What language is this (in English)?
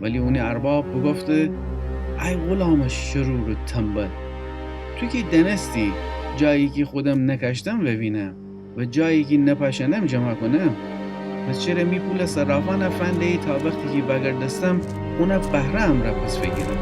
Gilaki